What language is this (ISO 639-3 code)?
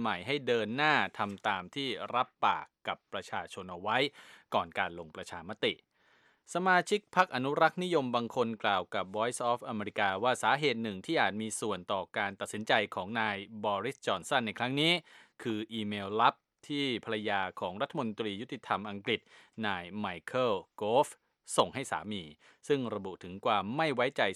tha